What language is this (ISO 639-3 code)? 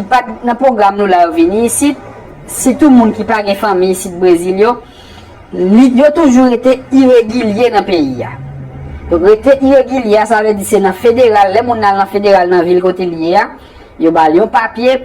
hat